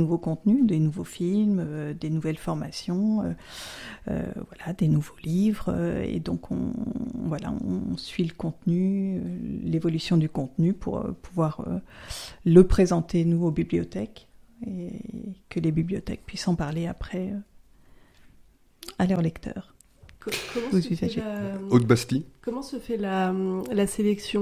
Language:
French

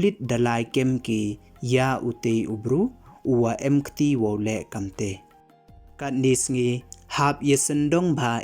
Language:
Pnar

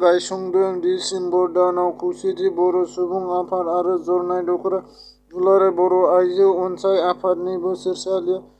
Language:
Bodo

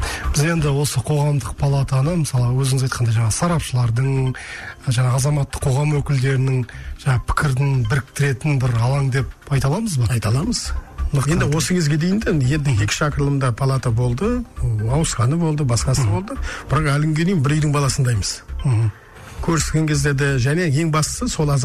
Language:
Kazakh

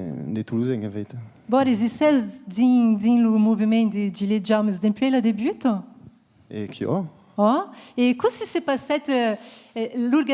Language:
Occitan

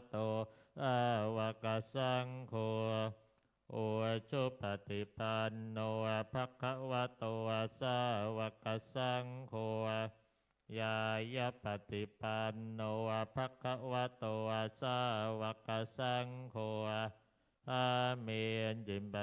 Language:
Pali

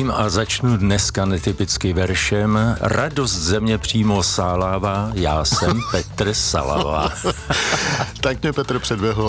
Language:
Czech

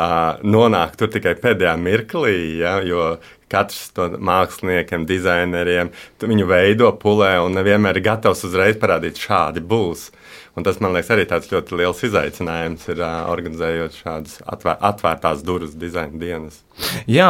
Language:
Latvian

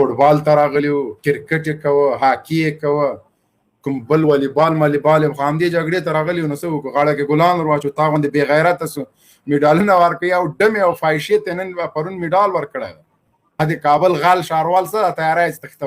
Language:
Pashto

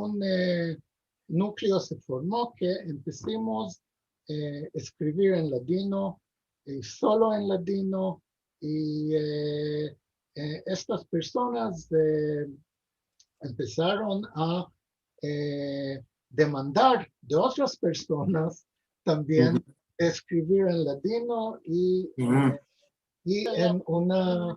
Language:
Ladino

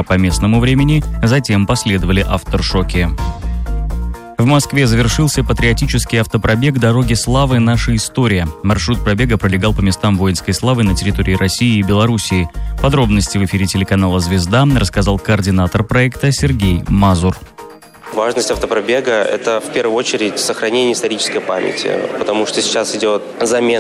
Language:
Russian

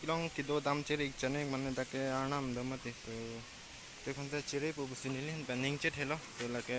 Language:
Karbi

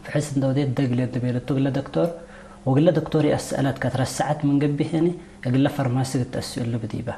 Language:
Tigre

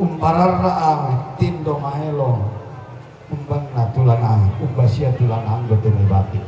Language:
Toraja-Sa'dan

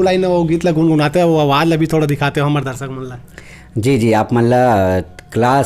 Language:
Chhattisgarhi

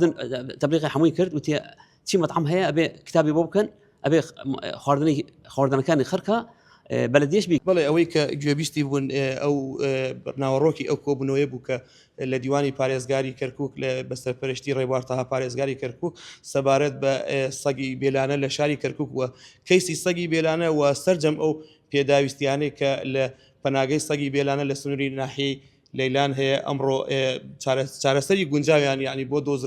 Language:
Central Kurdish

